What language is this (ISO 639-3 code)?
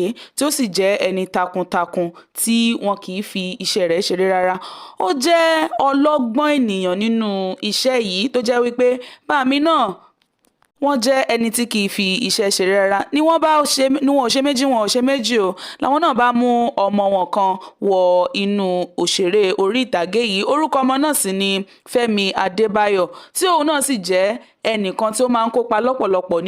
yor